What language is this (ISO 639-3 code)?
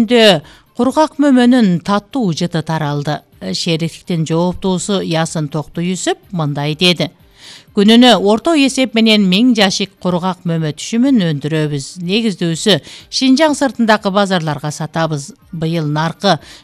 kir